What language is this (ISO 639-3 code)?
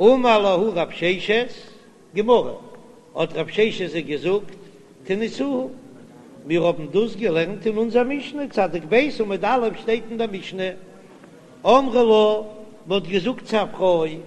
yid